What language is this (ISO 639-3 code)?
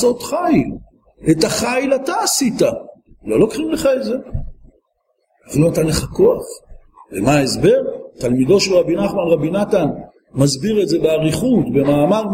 heb